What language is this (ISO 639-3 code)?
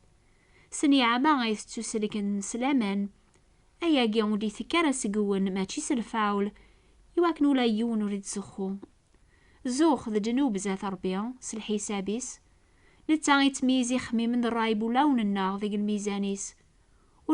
kab